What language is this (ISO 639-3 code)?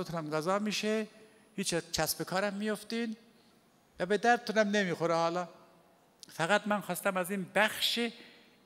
fas